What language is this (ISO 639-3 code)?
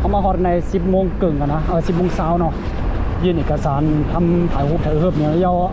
shn